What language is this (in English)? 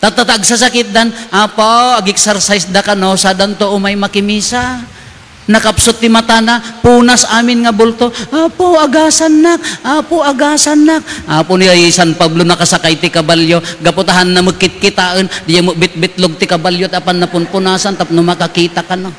Iloko